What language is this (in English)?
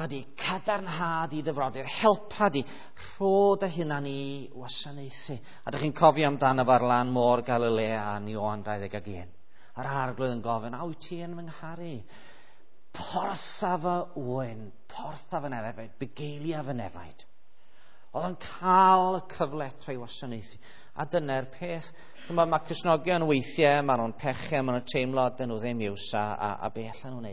Welsh